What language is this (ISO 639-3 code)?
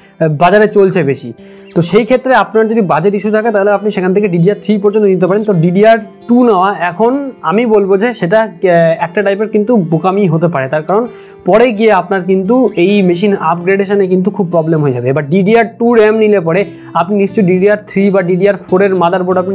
ben